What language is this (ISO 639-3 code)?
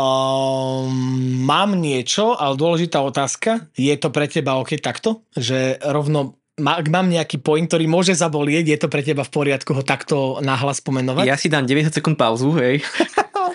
slk